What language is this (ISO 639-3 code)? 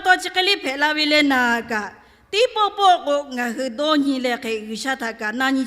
lhu